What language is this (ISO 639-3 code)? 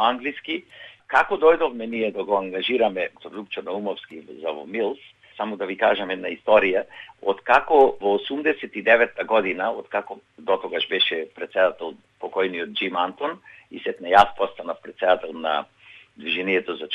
mkd